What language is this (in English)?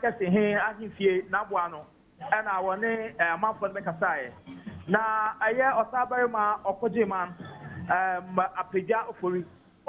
Akan